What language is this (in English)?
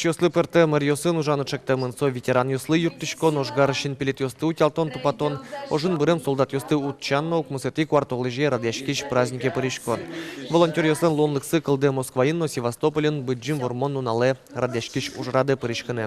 Udmurt